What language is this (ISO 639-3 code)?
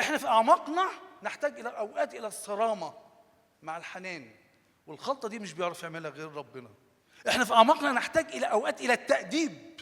arz